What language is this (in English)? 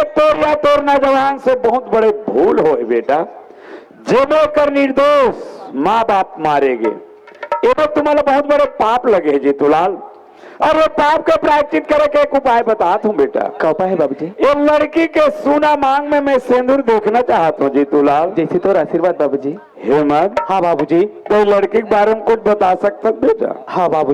Chhattisgarhi